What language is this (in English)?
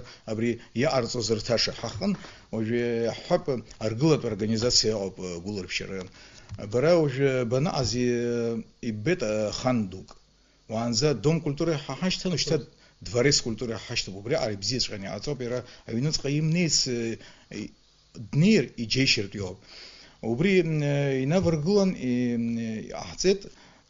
Abkhazian